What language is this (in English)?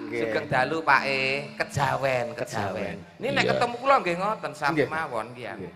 Javanese